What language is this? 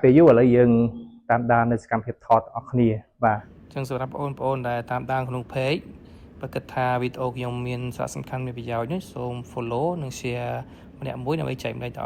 Khmer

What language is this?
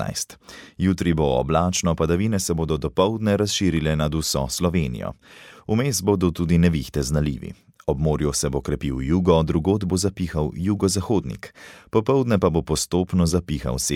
Slovenian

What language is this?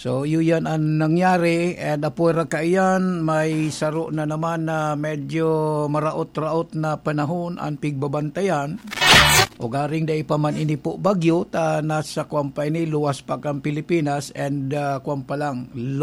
Bikol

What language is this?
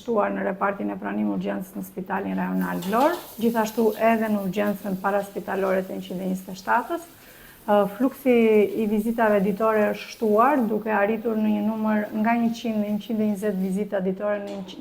Albanian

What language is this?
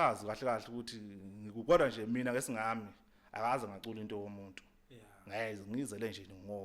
Zulu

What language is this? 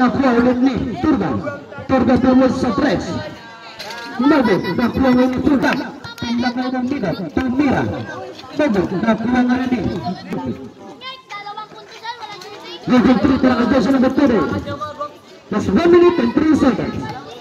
Filipino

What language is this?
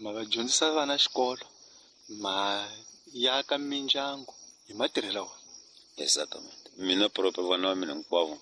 Tsonga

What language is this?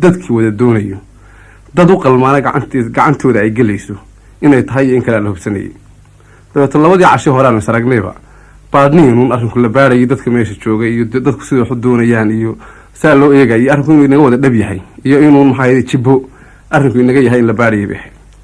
Somali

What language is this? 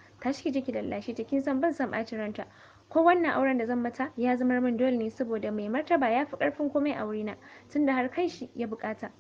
Hausa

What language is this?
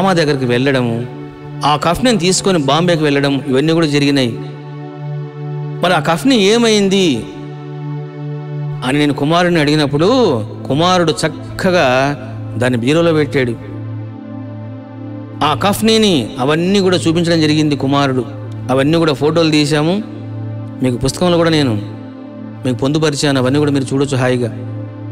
Telugu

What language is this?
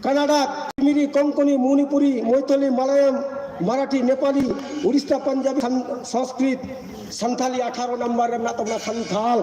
Santali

